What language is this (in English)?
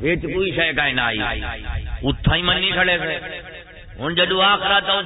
Saraiki